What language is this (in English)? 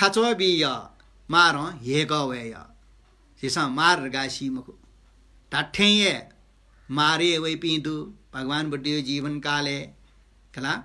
Newari